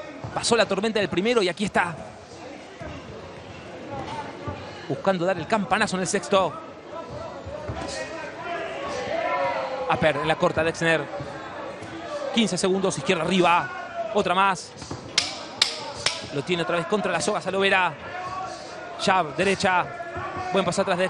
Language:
Spanish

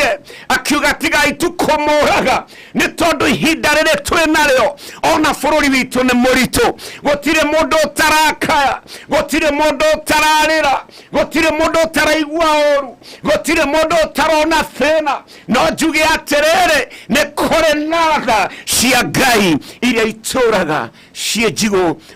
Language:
Kikuyu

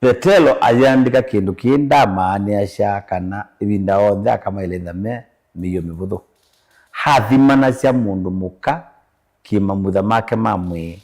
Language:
Kamba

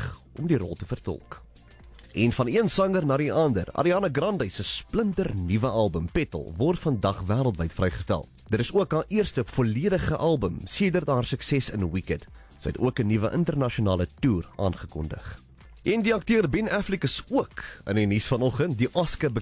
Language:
Afrikaans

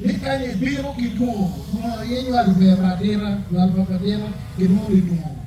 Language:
Acoli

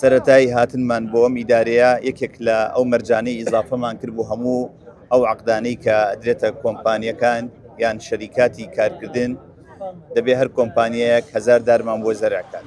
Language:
Central Kurdish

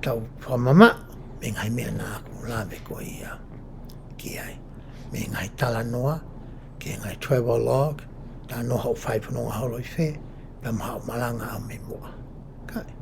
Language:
Tongan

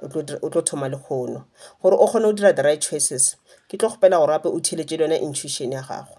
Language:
Northern Sotho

